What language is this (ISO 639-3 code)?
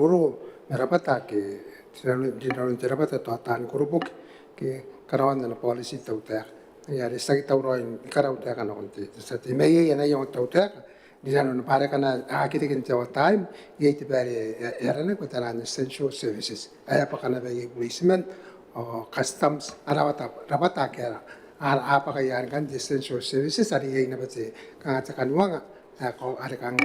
gil